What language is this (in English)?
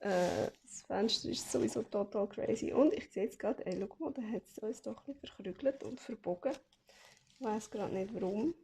Swiss German